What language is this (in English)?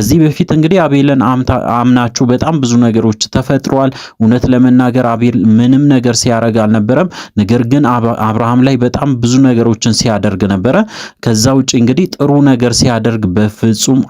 Amharic